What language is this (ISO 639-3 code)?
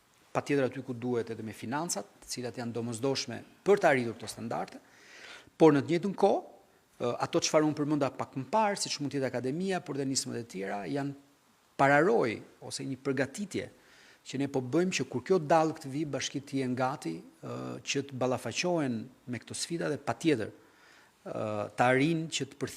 sqi